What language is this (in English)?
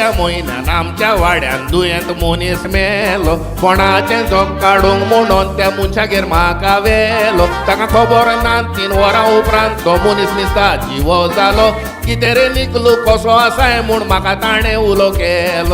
Konkani